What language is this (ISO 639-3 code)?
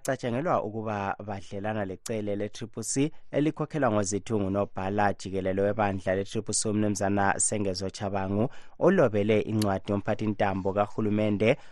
nde